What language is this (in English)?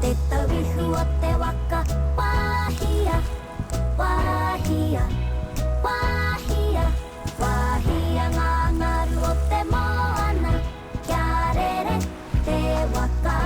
Māori